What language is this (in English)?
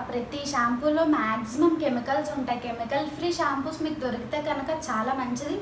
Telugu